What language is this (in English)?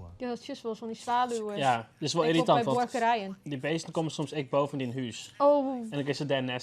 Western Frisian